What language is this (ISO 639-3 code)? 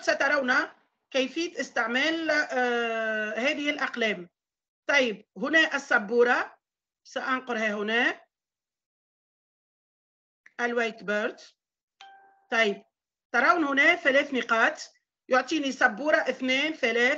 ara